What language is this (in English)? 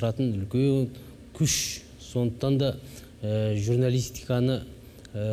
Kazakh